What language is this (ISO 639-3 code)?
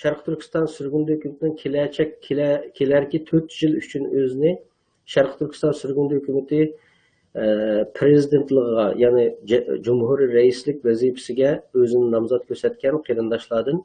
uig